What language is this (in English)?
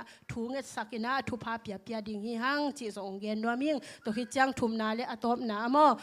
Tedim Chin